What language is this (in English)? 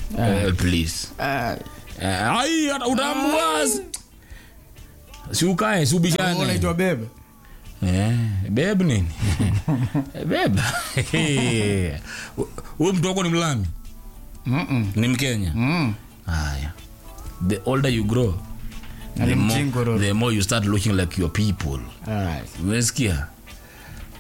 Swahili